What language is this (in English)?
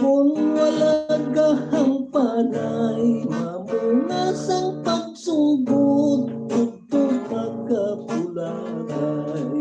Hiligaynon